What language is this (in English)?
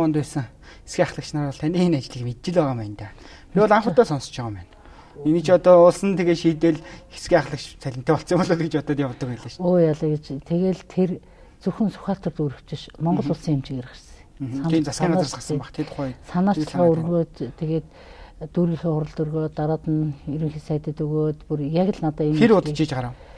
Mongolian